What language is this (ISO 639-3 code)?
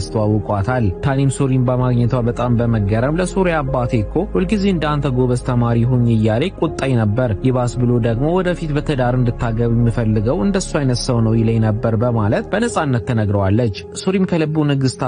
amh